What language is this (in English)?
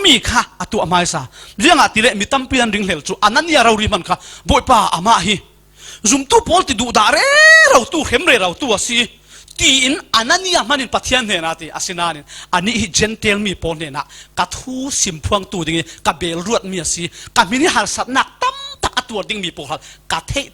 Falam Chin